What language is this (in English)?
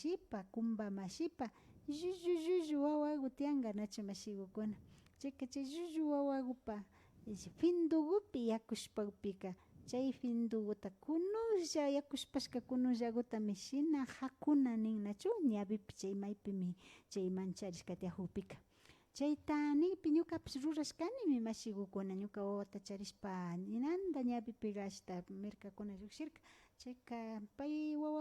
Imbabura Highland Quichua